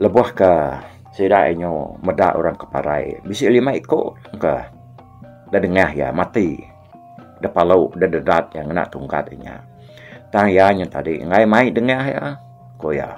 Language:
Iban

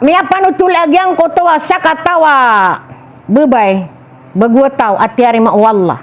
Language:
Maranao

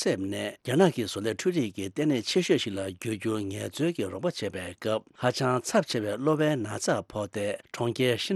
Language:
Tibetan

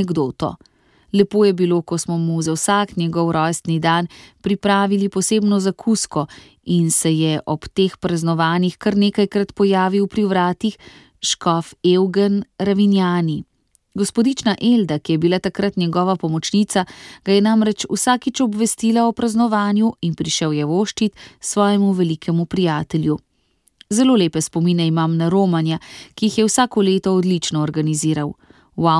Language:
Slovenian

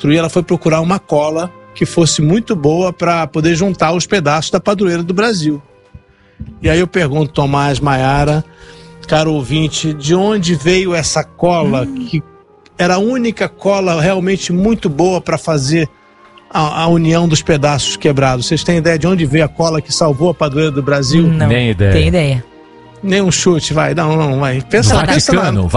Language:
Portuguese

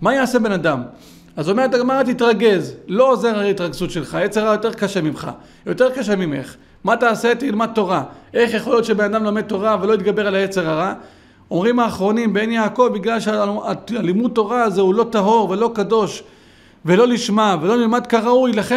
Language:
Hebrew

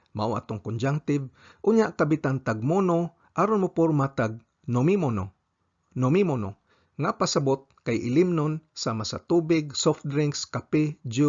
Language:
Cebuano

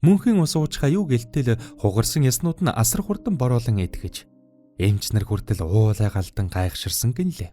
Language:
Mongolian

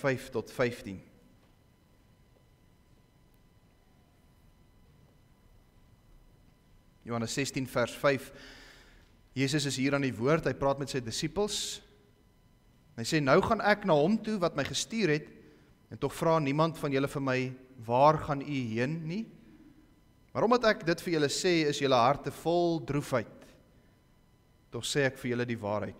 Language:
Afrikaans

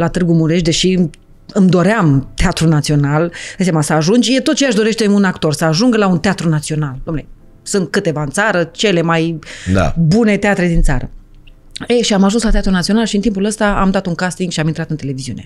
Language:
Romanian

